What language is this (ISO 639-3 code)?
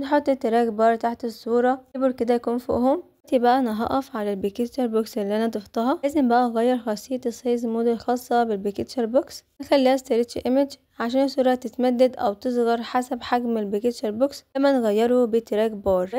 arz